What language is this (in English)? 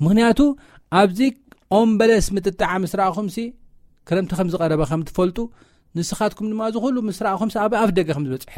Tigrinya